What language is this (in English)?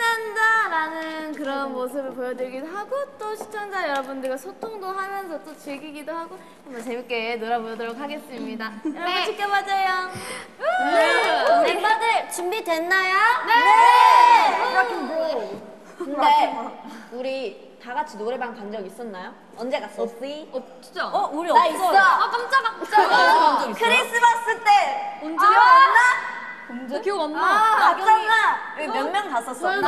Korean